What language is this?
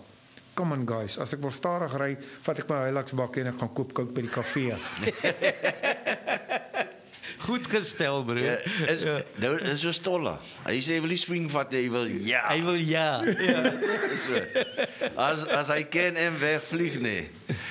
Afrikaans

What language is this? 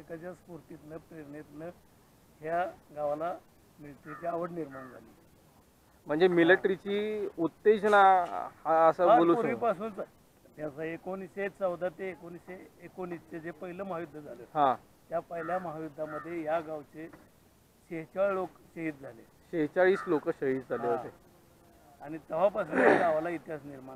Marathi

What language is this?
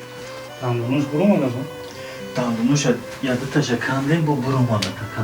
Tajik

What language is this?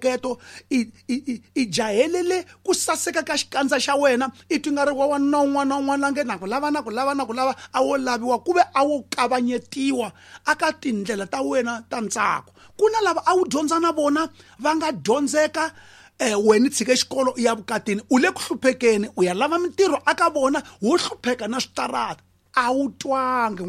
Tsonga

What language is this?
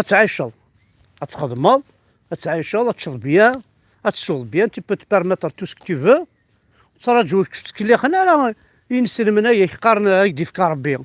Kabyle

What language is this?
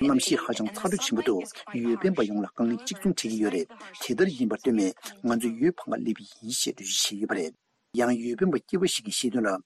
Tibetan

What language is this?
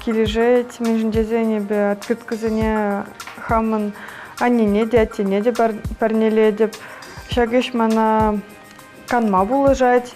Chuvash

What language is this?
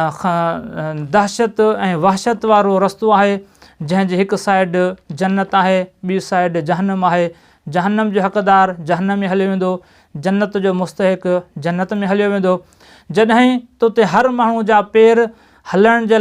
Sindhi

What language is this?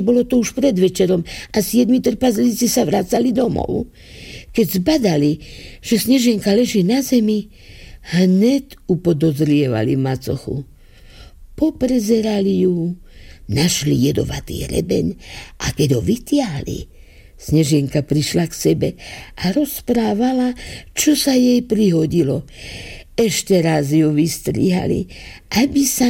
Slovak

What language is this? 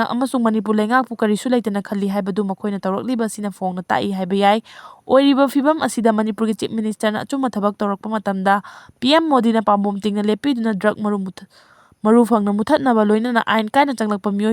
Manipuri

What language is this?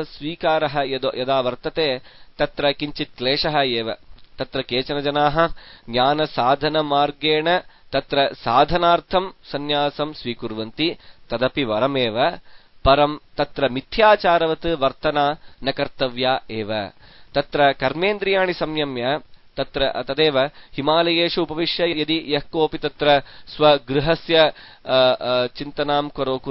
Sanskrit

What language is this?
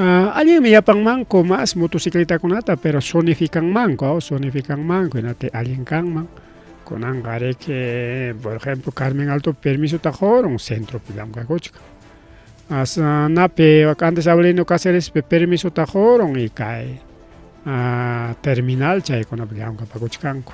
Ayacucho Quechua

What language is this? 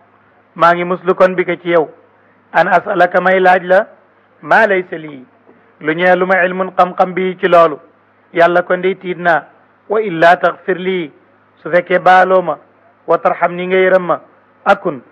Wolof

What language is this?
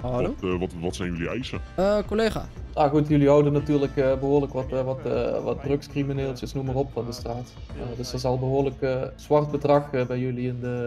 Dutch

